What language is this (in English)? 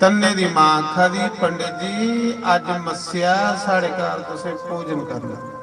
Dogri